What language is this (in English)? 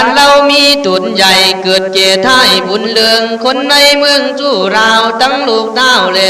Khün